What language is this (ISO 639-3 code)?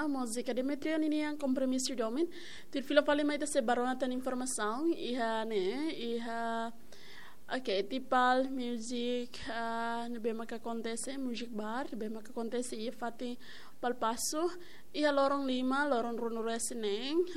tet